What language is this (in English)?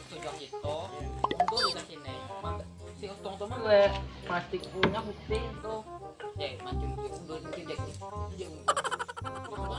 Banjar